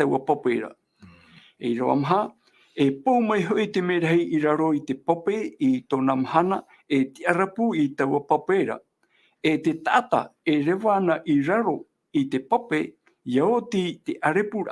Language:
Tahitian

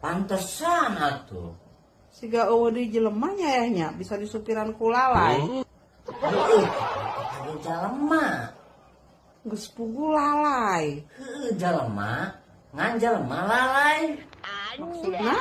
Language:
Sundanese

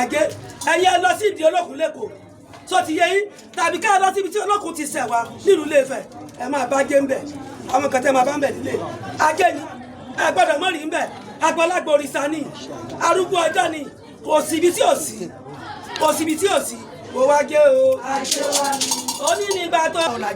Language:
Yoruba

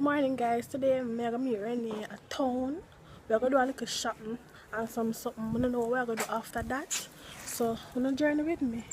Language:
Jamaican Creole English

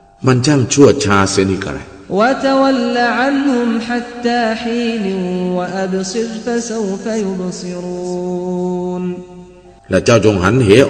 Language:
Thai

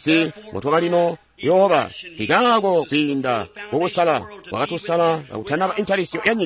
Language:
Tonga (Zambia)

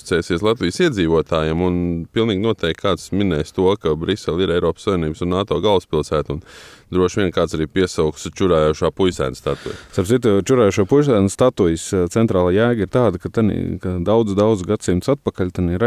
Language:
Latvian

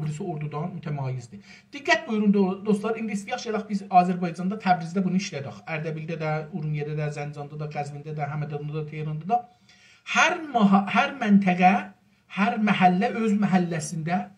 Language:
South Azerbaijani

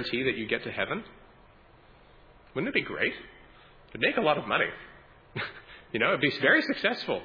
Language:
English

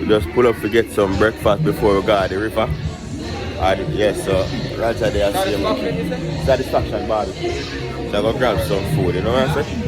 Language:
Jamaican Creole English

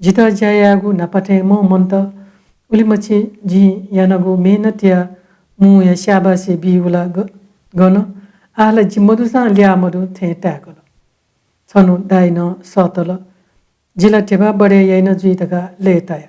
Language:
Newari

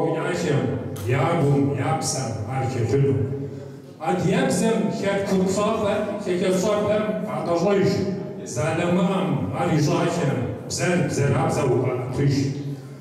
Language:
Kabardian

